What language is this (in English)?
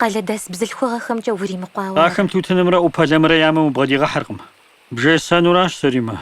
Kabardian